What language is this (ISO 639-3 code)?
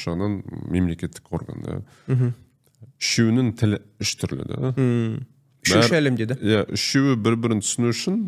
kaz